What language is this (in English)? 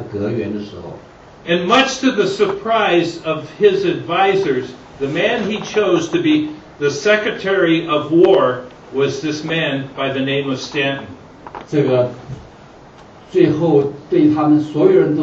Chinese